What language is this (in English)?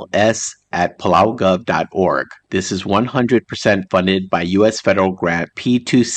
Palauan